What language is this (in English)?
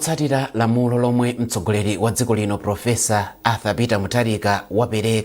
Nyanja